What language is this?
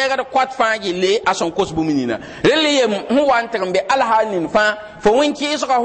Mossi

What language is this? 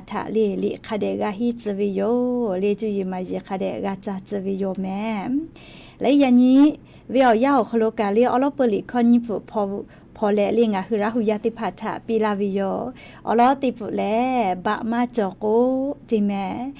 Lahu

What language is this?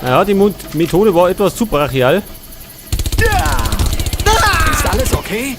Bavarian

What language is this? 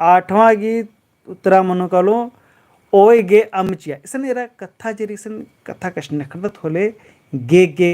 Kurukh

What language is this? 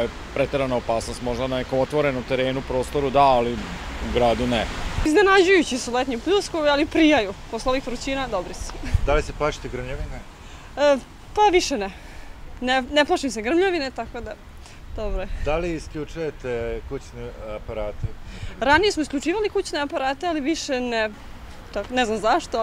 Serbian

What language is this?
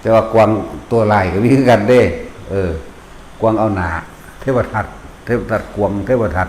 Northeastern Thai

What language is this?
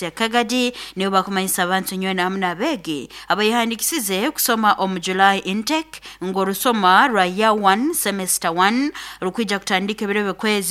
Nyoro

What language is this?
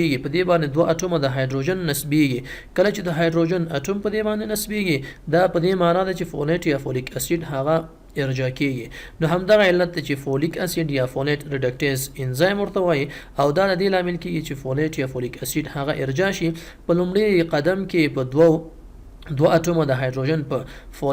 Pashto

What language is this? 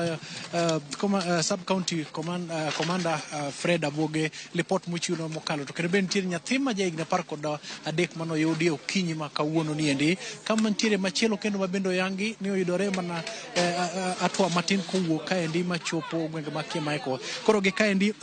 Luo (Kenya and Tanzania)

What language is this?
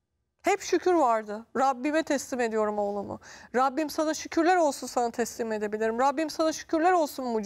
Turkish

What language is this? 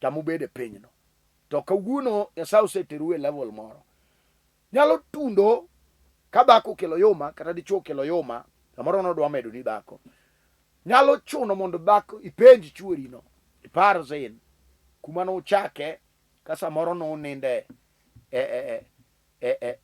Luo (Kenya and Tanzania)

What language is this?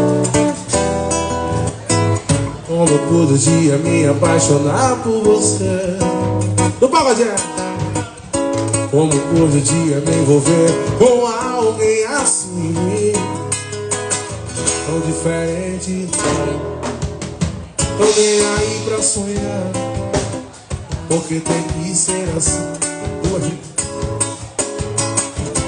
Portuguese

